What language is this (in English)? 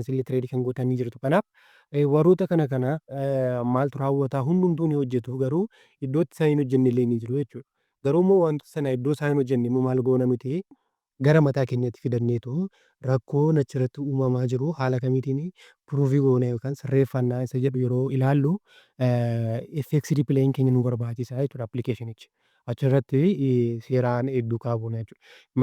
Oromo